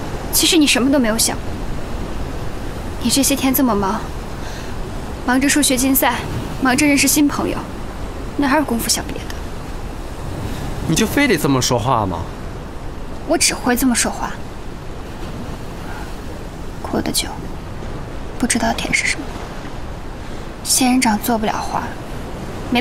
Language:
Chinese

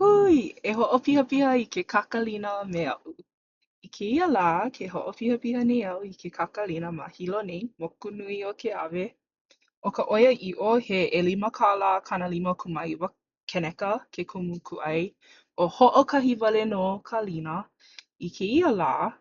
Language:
Hawaiian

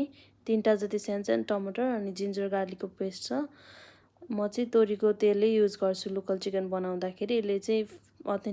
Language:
Nepali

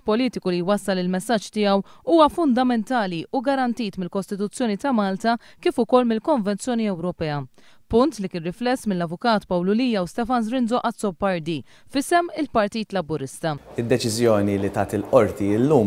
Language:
Maltese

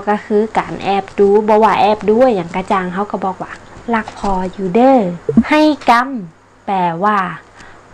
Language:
Northern Thai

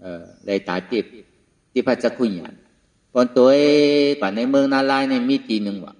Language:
Shan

